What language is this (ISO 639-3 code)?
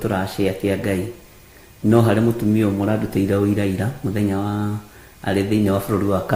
kik